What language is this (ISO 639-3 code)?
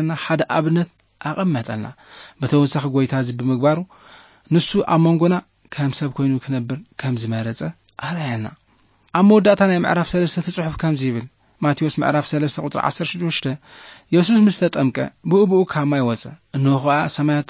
tir